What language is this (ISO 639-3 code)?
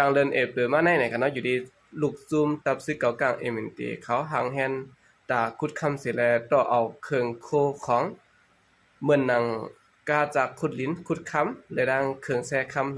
shn